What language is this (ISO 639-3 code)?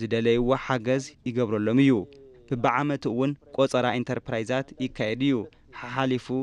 tir